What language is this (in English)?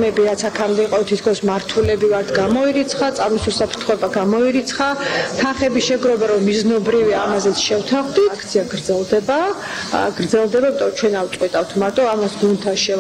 Georgian